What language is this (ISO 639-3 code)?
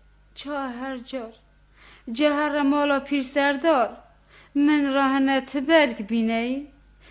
kur